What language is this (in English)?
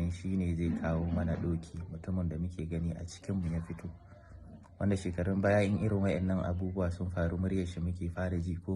Hausa